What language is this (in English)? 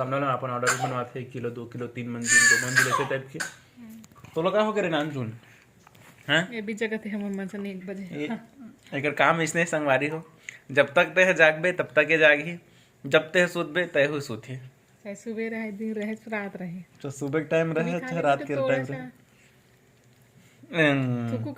Chhattisgarhi